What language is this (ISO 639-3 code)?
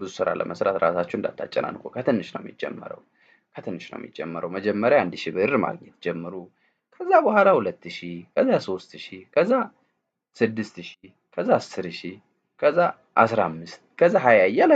amh